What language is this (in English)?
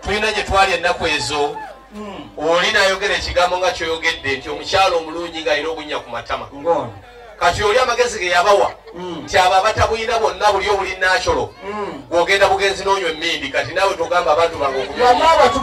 Ganda